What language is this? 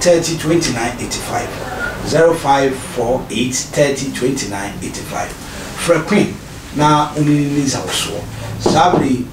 Akan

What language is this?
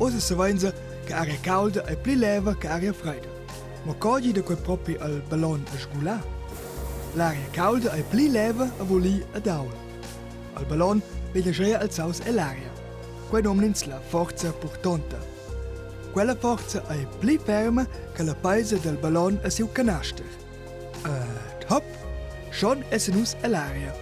Romansh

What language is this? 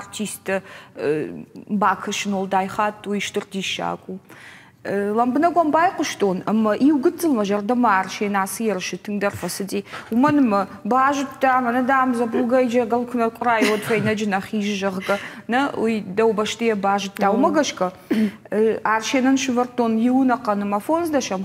Ossetic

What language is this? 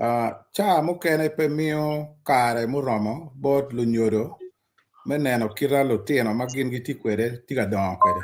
Acoli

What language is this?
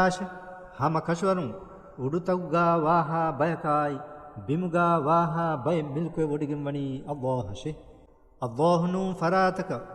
Divehi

